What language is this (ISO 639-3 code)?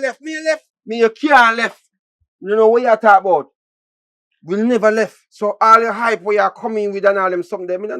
jam